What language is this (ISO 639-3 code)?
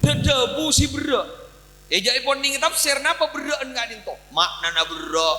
mad